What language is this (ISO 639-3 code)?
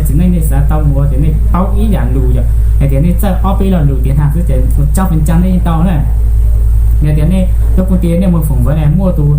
hmn